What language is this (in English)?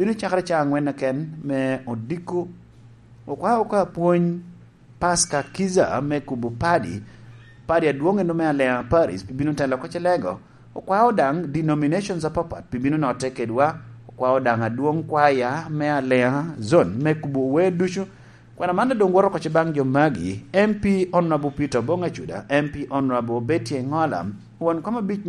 Lango (Uganda)